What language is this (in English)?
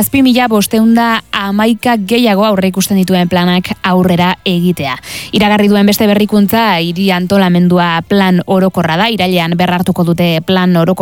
Basque